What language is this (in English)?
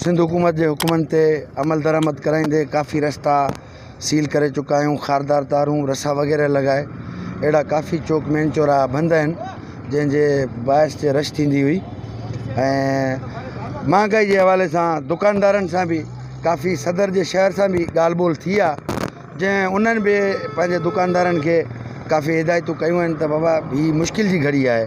Sindhi